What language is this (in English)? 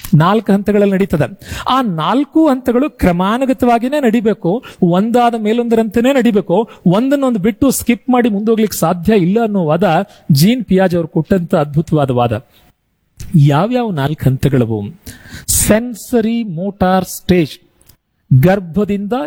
Kannada